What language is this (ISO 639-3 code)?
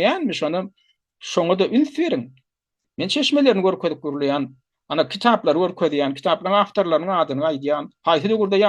tuk